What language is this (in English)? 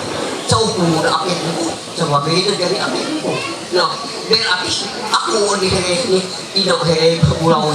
Ma'anyan